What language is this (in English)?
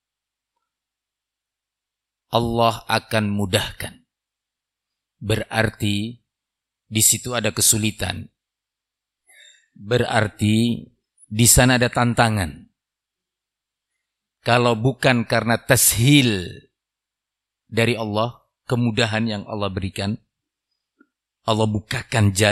Indonesian